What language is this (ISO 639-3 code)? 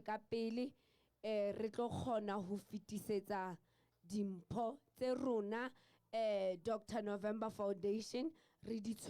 sot